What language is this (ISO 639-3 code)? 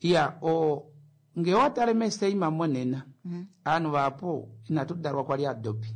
kua